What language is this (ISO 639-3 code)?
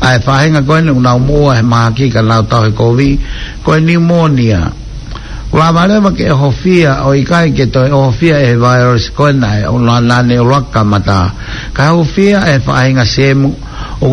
ton